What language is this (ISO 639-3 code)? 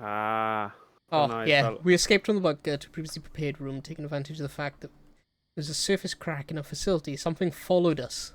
cym